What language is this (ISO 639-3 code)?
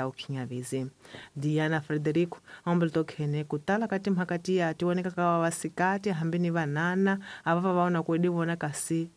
tso